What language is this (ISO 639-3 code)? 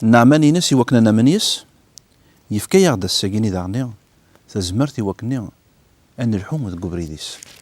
kab